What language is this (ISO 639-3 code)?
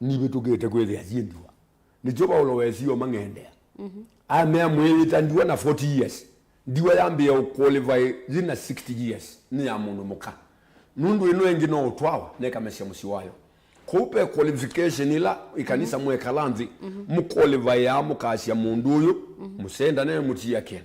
kam